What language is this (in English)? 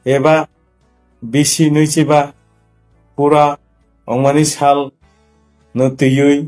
Kok Borok